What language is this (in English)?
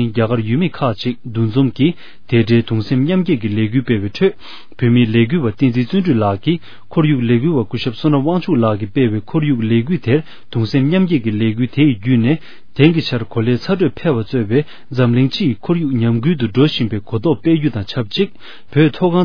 Tibetan